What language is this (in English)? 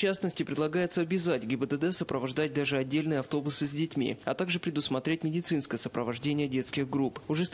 Russian